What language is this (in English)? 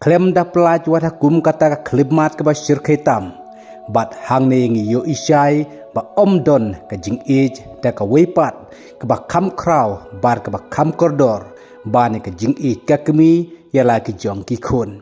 Khasi